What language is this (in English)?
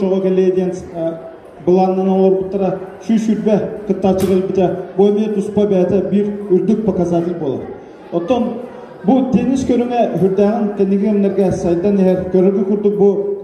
Yakut